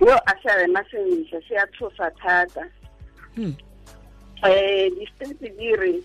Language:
Tswana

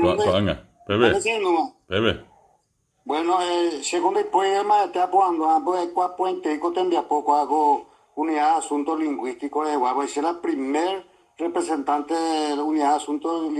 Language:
Guarani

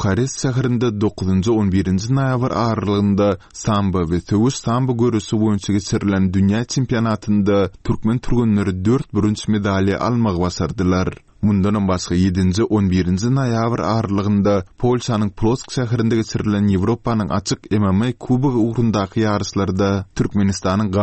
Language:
Turkmen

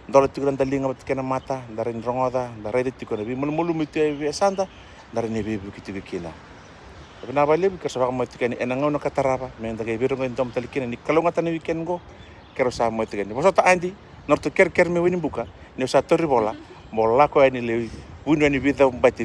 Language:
Fijian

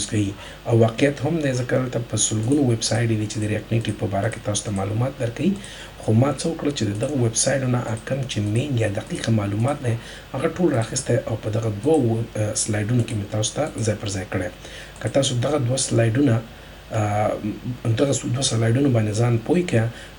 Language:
Pashto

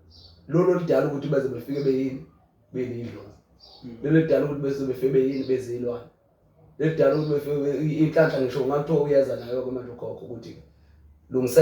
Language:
Zulu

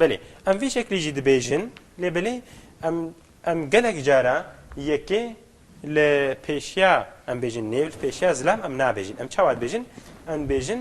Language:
Kurdish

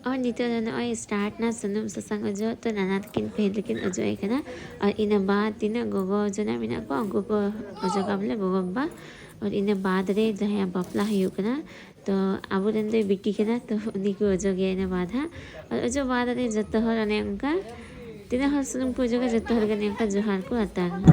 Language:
Santali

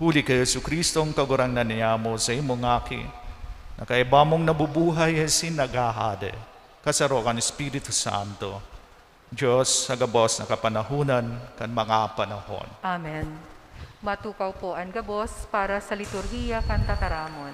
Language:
Bikol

